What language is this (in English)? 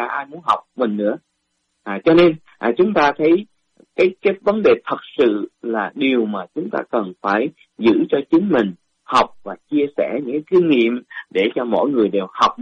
Vietnamese